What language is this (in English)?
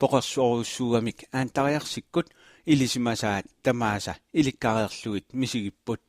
Kalaallisut